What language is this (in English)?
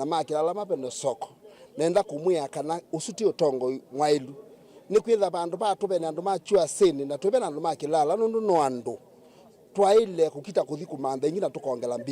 Kamba